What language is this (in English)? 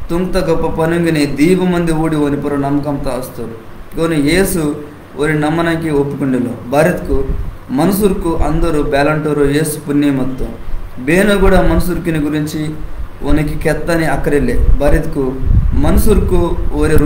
Koya